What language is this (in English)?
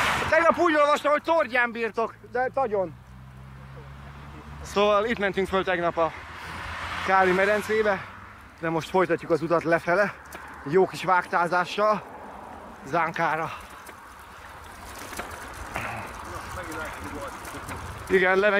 Hungarian